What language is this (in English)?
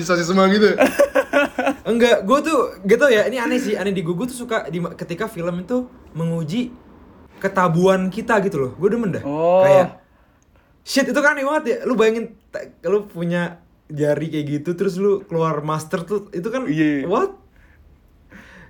Indonesian